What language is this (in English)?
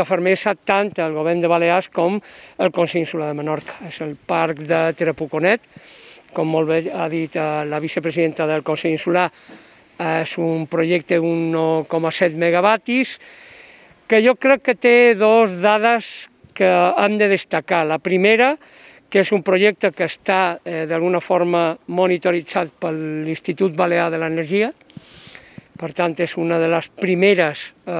Catalan